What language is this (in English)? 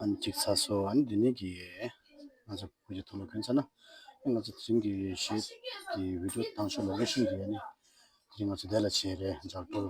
Tibetan